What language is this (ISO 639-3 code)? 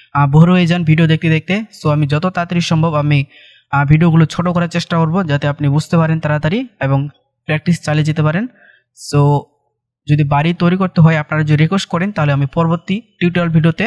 ben